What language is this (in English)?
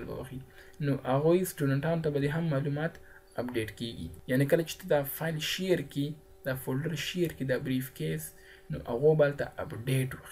Pashto